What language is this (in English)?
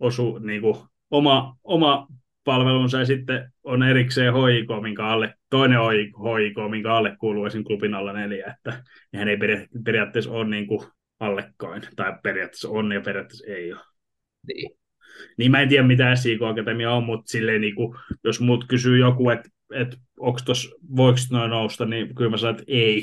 Finnish